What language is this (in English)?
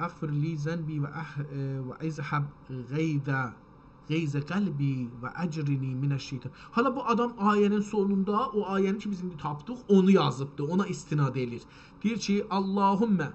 South Azerbaijani